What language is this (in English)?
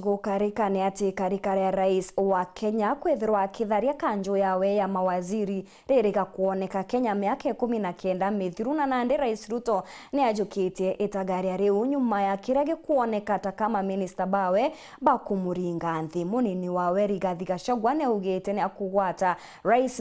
Meru